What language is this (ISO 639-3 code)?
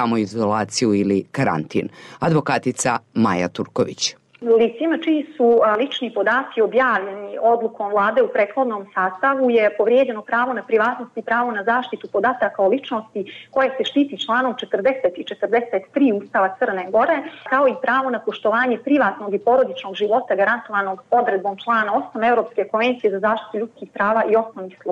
srp